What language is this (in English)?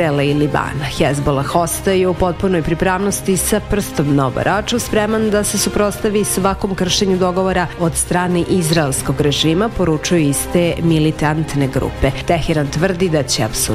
Serbian